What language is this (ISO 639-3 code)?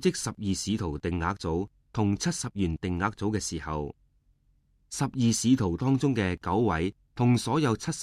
yue